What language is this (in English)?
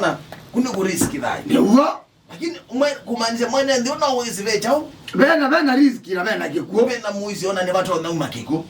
Kamba